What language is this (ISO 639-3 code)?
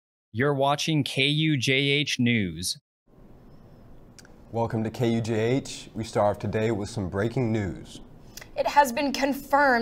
eng